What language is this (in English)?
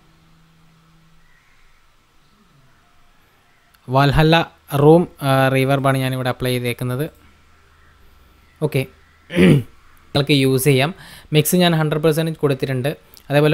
Malayalam